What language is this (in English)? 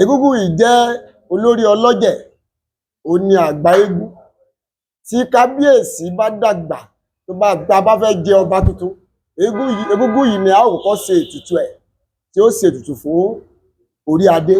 Yoruba